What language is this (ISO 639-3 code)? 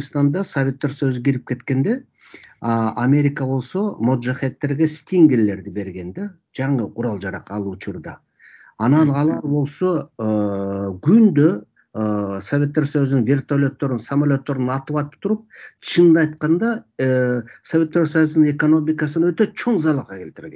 kir